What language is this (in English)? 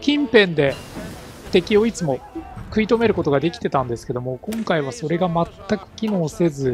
Japanese